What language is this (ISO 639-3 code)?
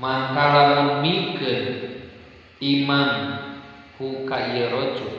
sun